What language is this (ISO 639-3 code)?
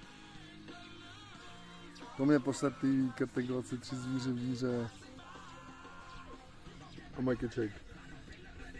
ces